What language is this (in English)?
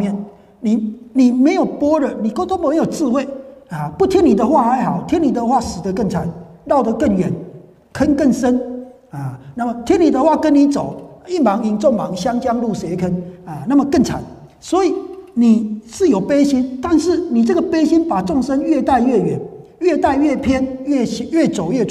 Chinese